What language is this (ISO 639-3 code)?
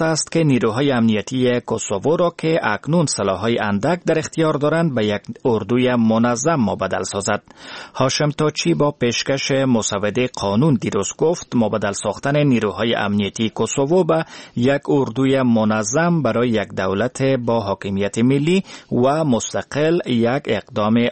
fas